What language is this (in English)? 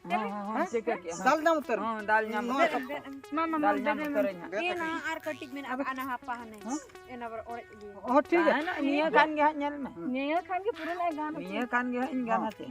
Santali